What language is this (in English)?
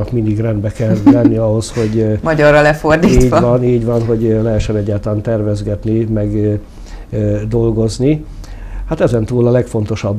Hungarian